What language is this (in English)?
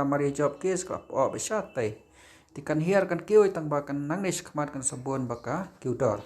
Khasi